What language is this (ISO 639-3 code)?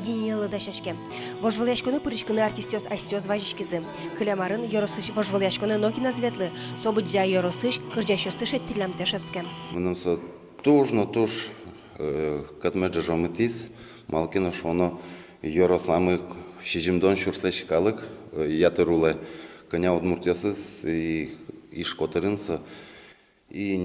udm